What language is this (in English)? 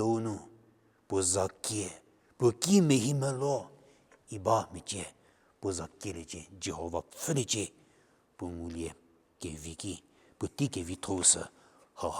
Angami Naga